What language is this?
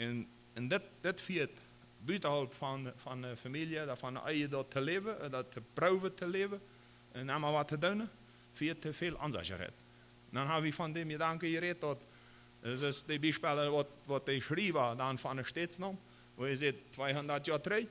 Plautdietsch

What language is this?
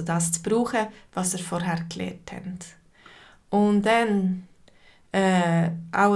Swiss German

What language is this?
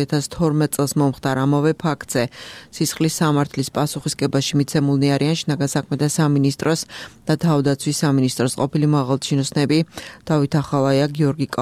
Georgian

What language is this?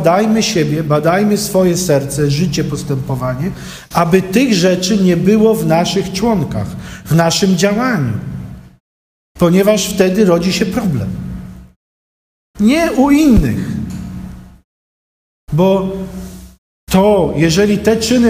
Polish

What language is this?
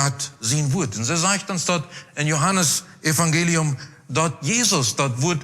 Plautdietsch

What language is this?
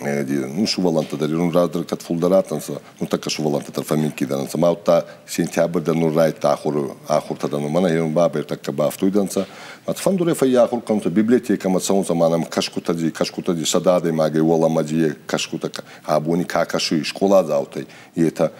Ossetic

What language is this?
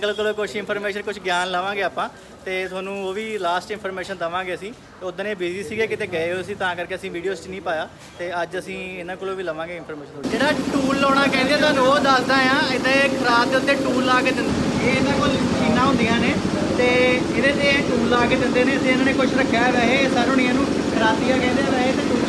Punjabi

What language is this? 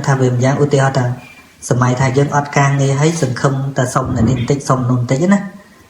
Khmer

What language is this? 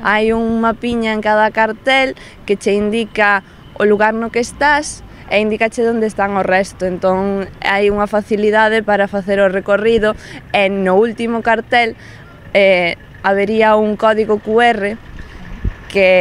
Galician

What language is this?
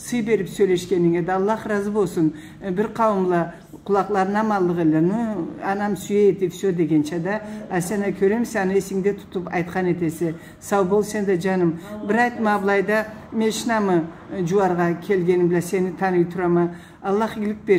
Karachay-Balkar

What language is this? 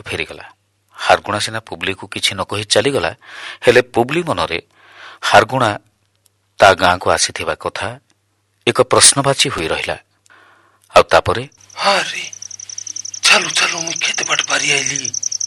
Odia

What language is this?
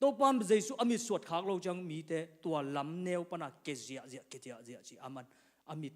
Tedim Chin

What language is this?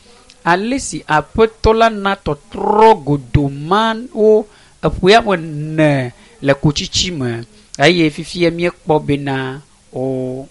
Ewe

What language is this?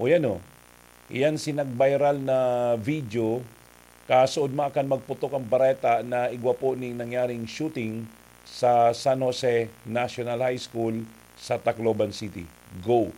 Bikol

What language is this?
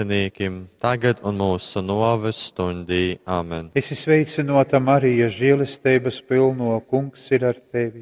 Latgalian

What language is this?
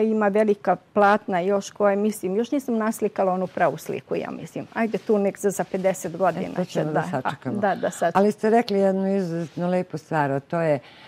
Serbian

